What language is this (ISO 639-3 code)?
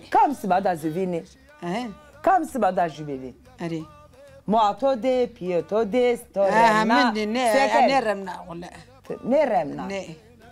zza